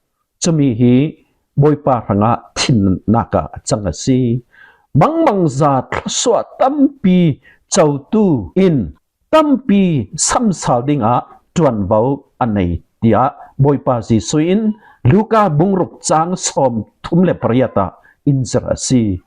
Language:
Falam Chin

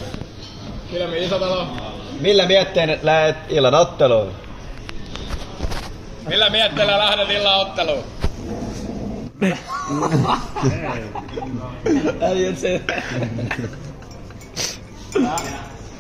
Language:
Finnish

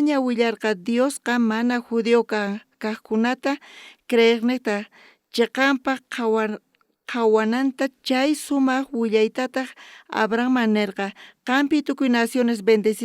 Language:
South Bolivian Quechua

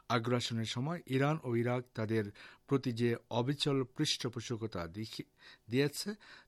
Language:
Bangla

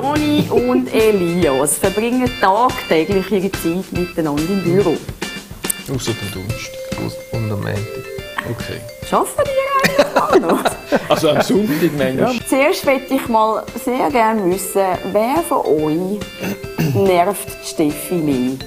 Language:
Swiss German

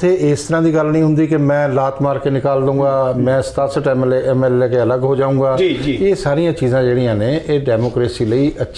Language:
Punjabi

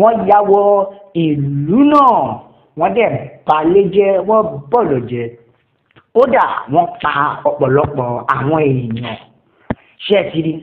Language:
Yoruba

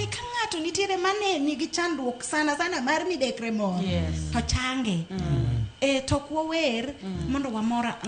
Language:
Luo (Kenya and Tanzania)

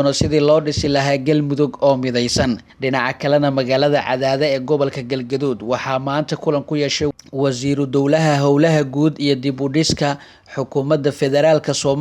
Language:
Somali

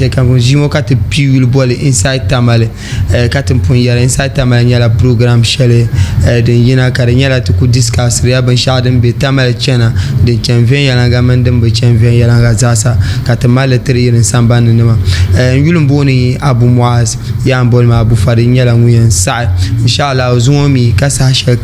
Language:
Dagbani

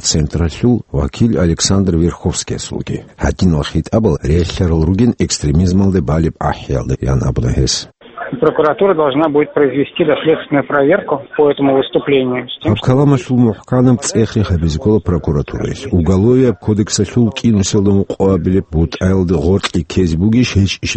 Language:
Avaric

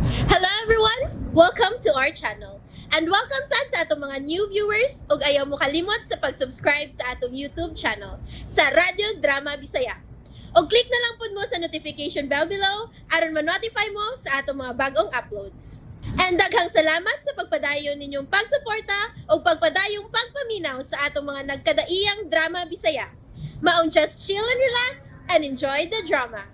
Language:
Cebuano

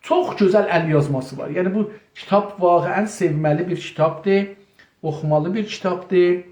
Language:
South Azerbaijani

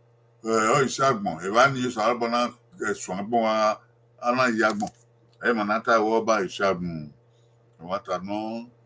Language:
Bini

